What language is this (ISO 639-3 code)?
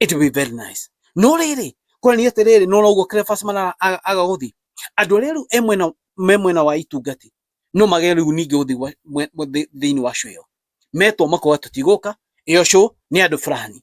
kik